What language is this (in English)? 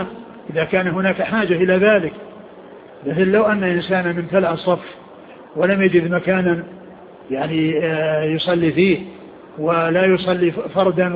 Arabic